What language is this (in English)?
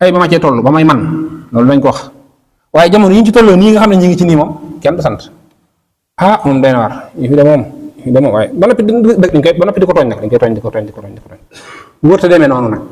Wolof